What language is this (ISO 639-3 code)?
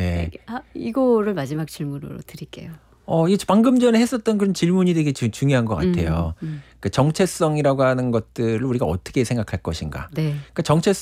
kor